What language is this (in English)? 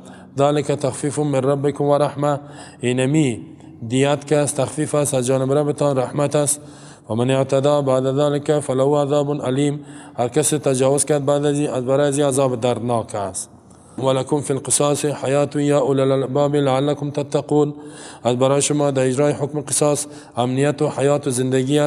Persian